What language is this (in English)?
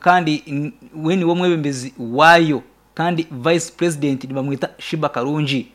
Nyankole